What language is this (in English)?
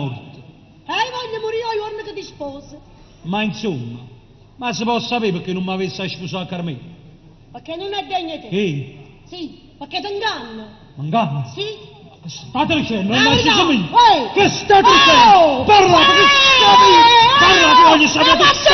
Neapolitan